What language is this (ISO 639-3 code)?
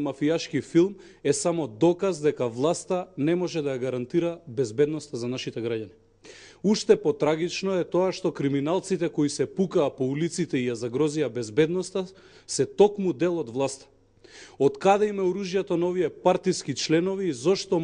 mkd